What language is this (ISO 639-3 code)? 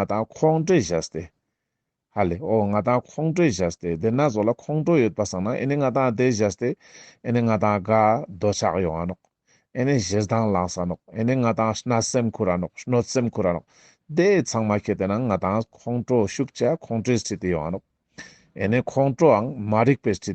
lbj